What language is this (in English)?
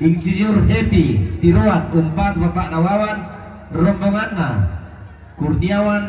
Toraja-Sa'dan